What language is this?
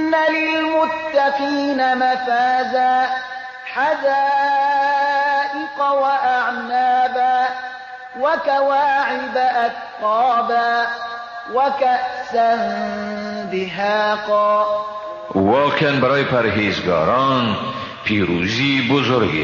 Persian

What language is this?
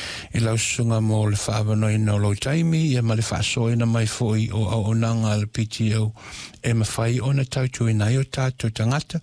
Samoan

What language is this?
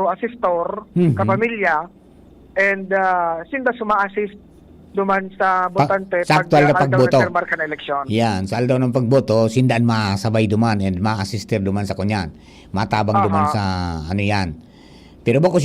Bikol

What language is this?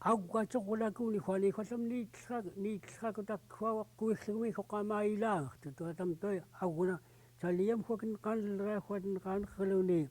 Central Yupik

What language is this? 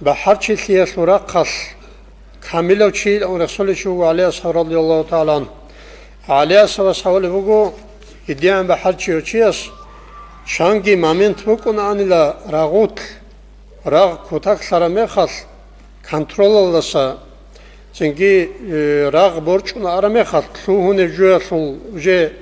Avaric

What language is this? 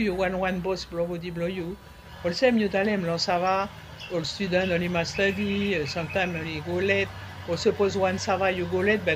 Bislama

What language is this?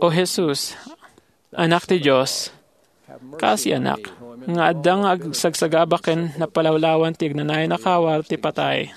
Iloko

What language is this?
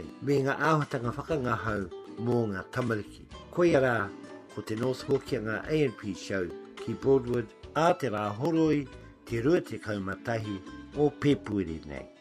Māori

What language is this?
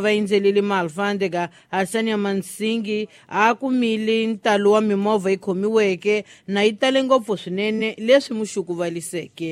Tsonga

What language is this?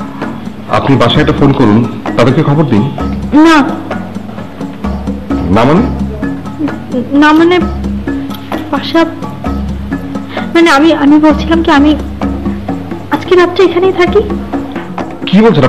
Bangla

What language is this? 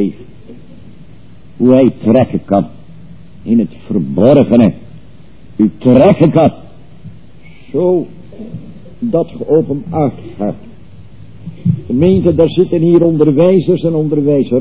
Dutch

